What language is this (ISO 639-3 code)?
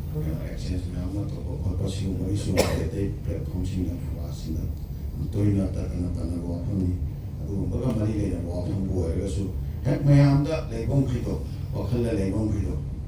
mni